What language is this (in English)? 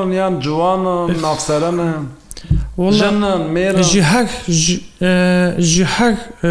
Kurdish